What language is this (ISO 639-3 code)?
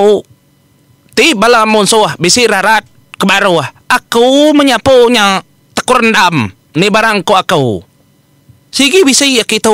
iba